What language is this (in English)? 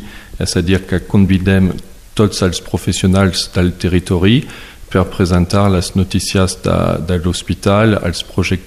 Catalan